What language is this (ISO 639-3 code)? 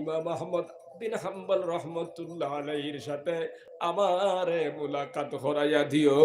syl